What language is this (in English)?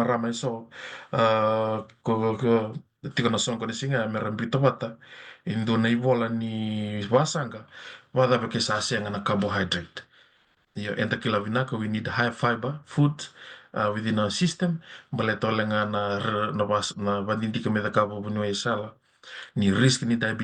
Fijian